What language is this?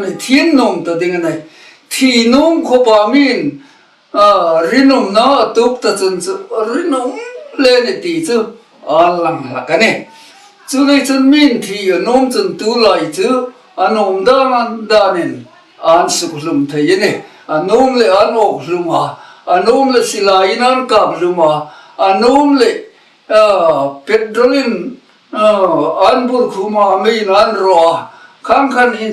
Hmar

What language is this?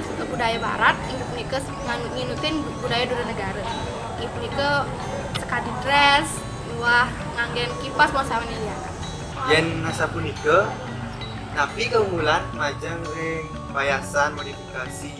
Balinese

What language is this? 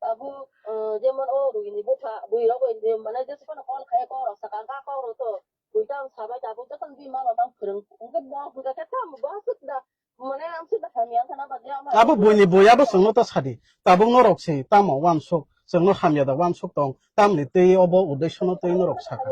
Kok Borok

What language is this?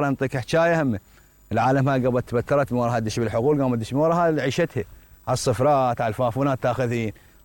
Mesopotamian Arabic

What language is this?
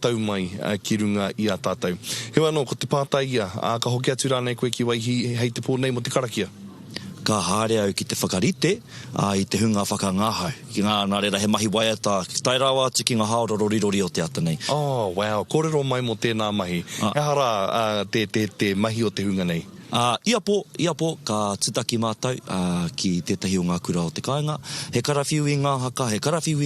Māori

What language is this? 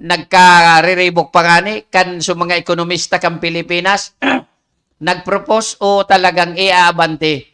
Bikol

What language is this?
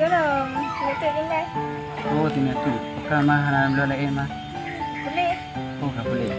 Achinese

